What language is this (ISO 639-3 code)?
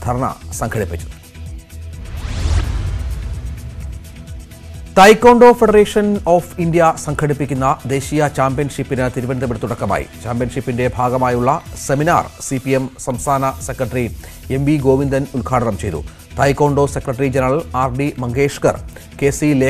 mal